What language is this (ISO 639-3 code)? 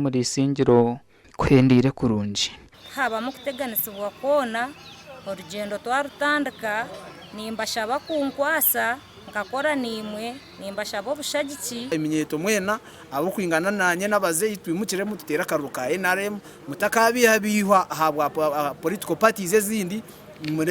nyn